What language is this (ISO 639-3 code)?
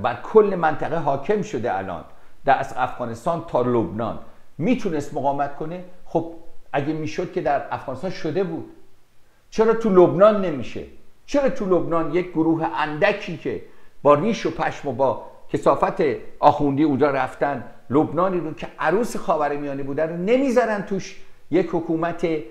fas